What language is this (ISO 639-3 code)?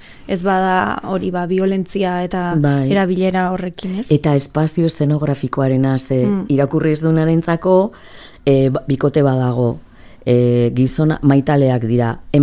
eus